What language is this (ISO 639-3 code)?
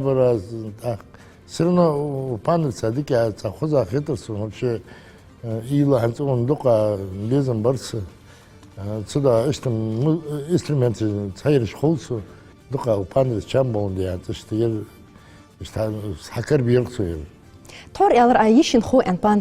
inh